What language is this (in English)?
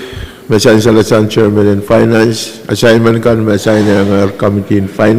Pohnpeian